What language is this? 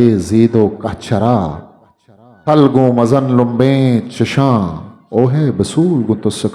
Eastern Balochi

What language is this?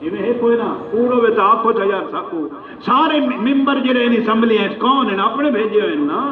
Saraiki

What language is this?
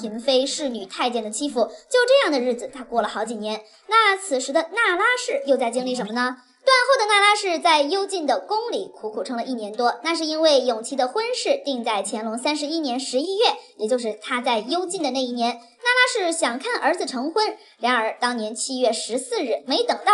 Chinese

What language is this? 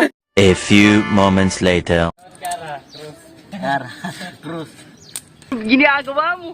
Waray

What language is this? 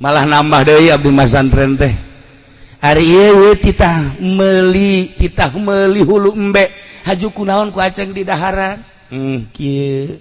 Sundanese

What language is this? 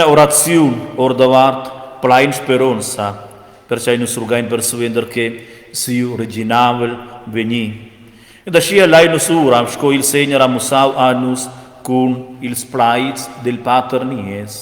Romansh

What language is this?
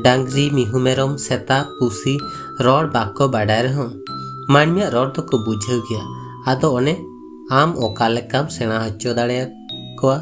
Santali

